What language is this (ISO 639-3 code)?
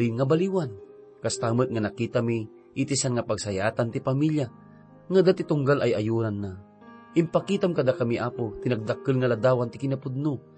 ilo